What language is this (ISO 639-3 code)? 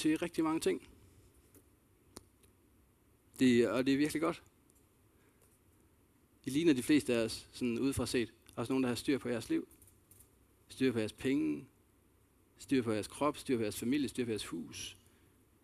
dan